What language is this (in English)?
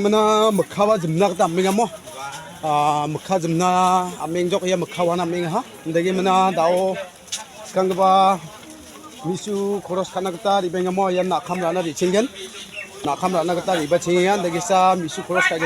Garo